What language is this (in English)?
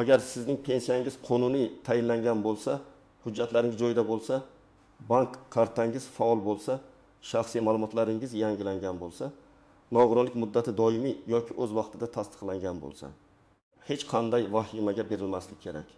Uzbek